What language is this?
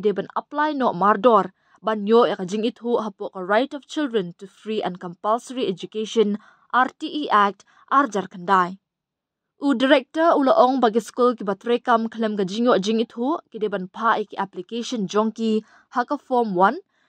Khasi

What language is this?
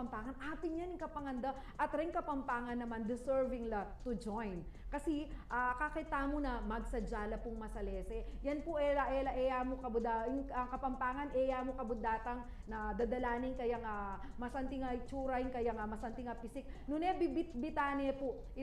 Pampanga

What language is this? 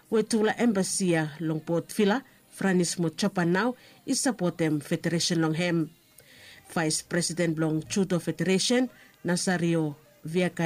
Bislama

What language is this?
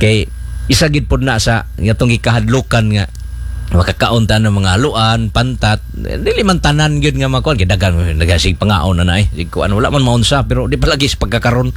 Cebuano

